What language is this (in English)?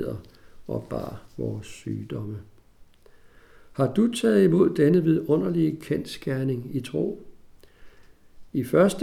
Danish